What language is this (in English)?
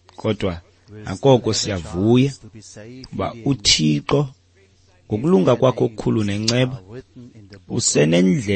Xhosa